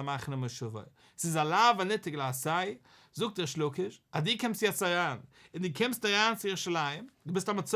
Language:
Yiddish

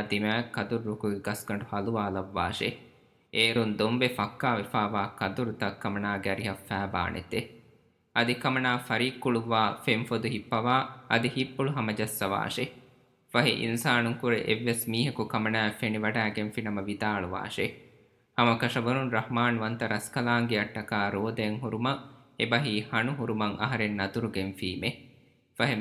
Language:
Divehi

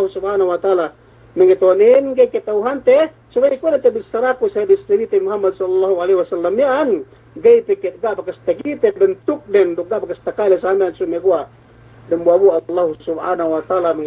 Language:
Yakan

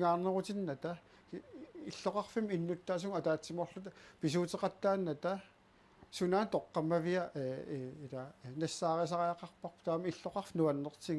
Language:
Kalaallisut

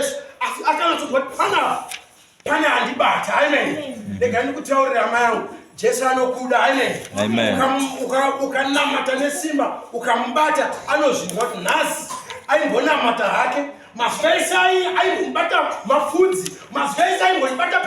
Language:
Shona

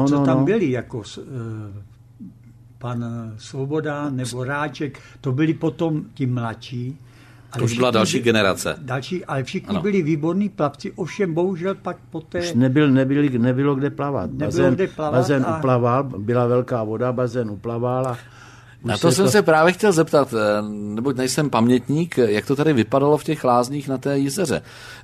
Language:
Czech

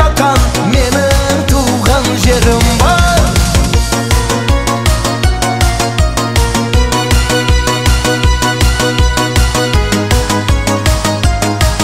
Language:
Kazakh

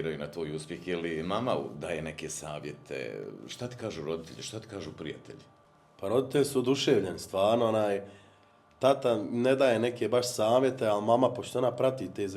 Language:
Bosnian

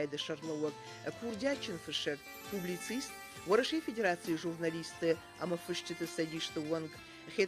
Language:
Ossetic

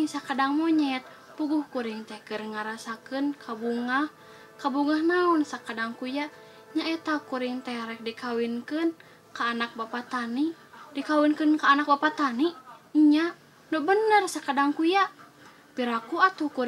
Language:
Sundanese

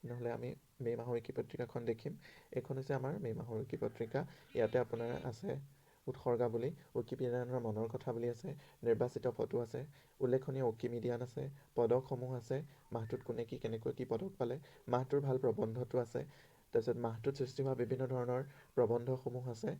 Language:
Assamese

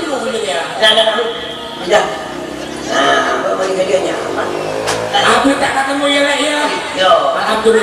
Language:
Madurese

